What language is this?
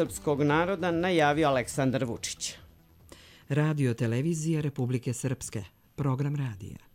Bosnian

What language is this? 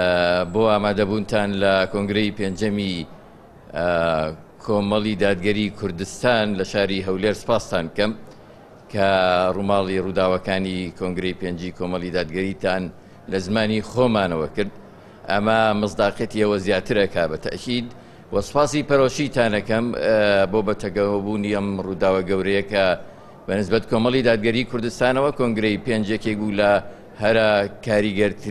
Central Kurdish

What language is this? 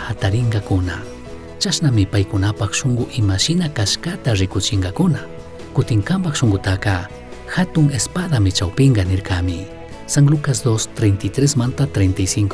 Chimborazo Highland Quichua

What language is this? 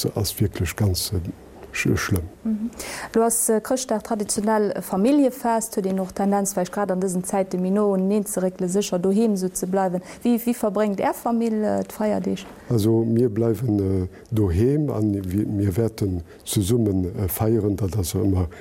Luxembourgish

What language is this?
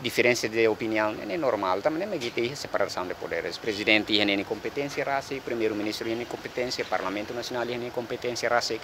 Tetum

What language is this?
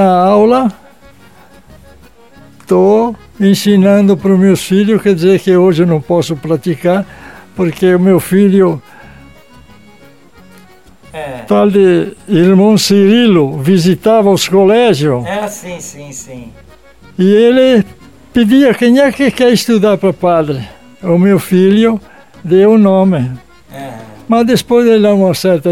Portuguese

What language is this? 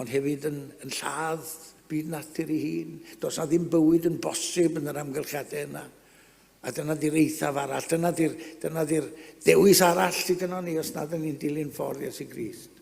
Welsh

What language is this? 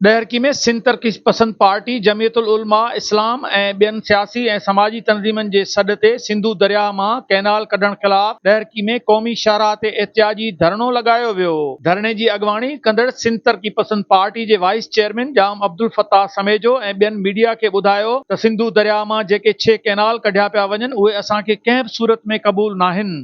Sindhi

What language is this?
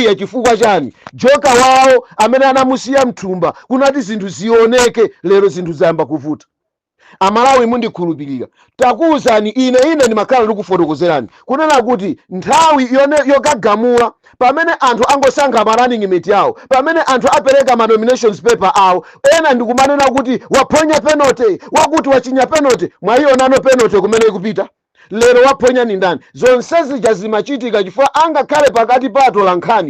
Nyanja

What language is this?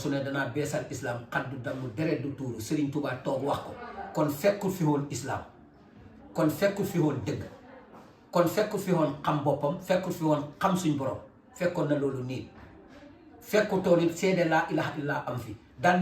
Wolof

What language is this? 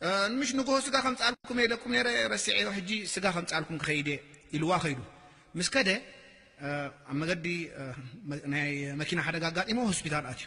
Tigrinya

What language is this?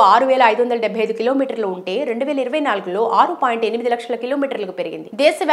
Telugu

